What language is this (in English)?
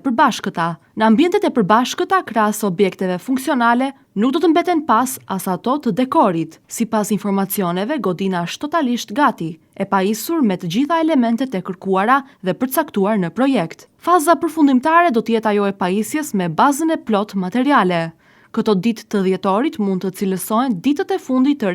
Albanian